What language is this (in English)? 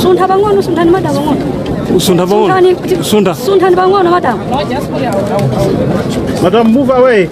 Nyanja